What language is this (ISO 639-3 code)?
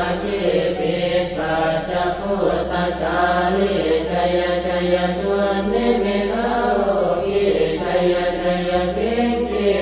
pli